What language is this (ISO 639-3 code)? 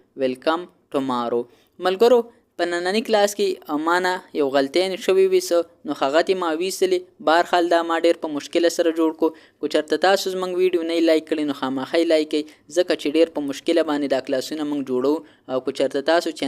pus